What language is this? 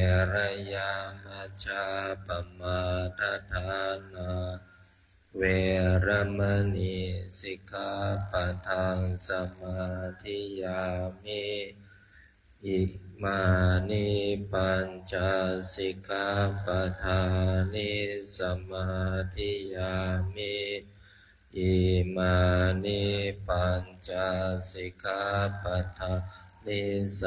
Pali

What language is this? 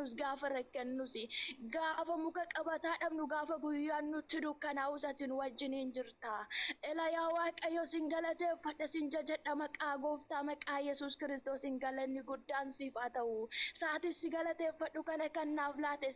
Oromo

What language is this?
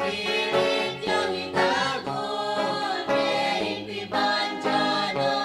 Pampanga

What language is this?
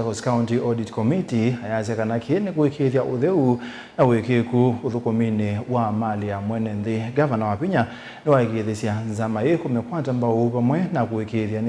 Kamba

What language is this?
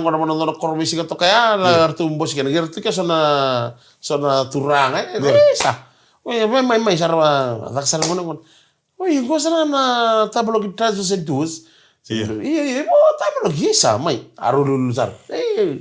Fijian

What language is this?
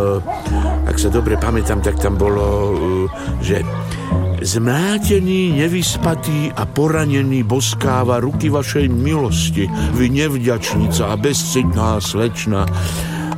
Slovak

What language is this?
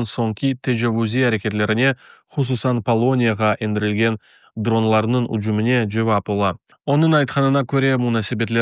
Crimean Tatar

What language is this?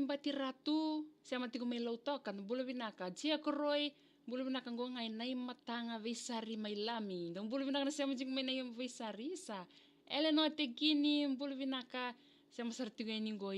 Fijian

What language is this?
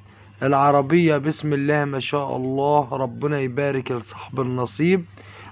Egyptian Arabic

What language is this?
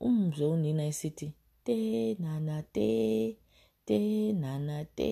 North Ndebele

